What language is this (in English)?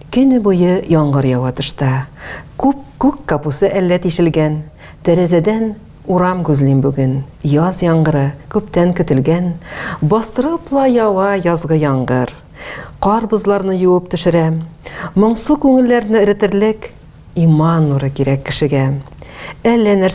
Tatar